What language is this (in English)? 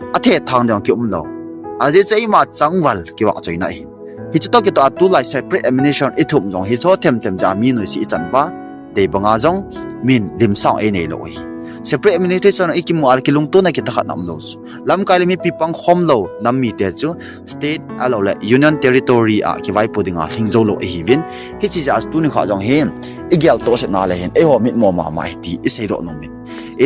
Thado Chin